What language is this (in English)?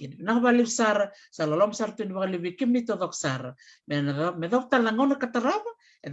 Fijian